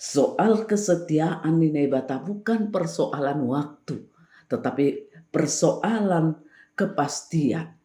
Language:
Batak Simalungun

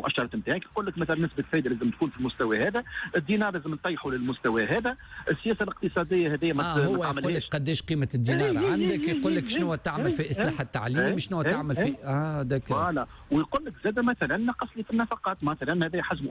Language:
Tunisian Arabic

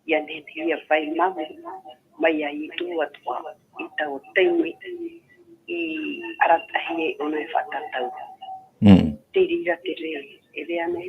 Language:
Tahitian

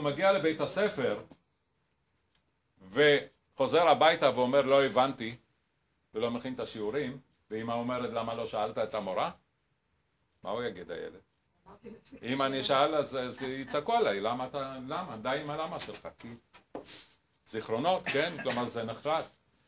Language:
Hebrew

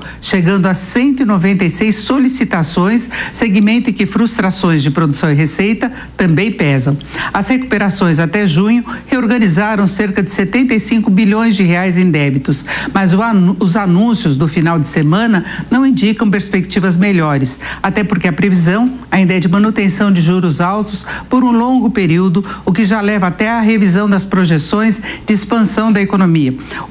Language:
Portuguese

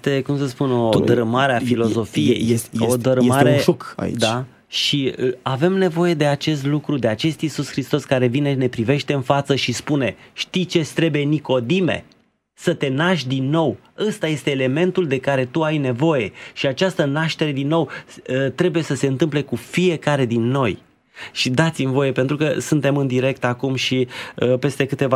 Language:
Romanian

